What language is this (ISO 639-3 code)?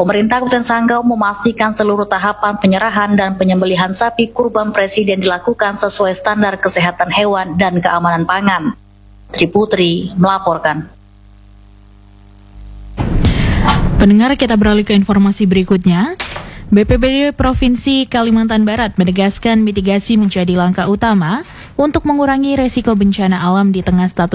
ind